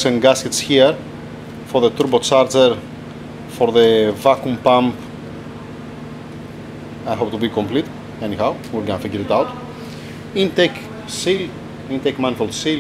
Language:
English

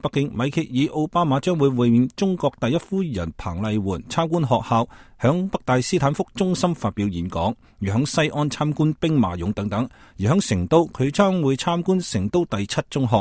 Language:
Cantonese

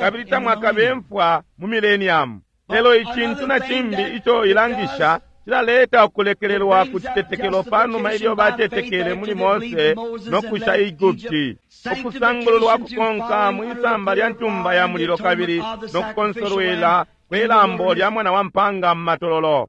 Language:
Bemba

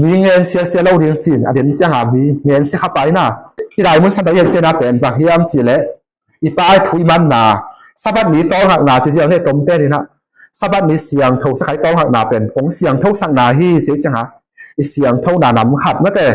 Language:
Tedim Chin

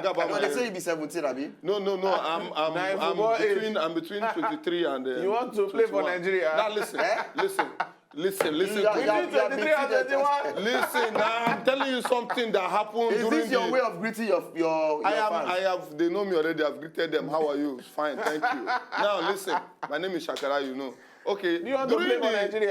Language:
Nigerian Pidgin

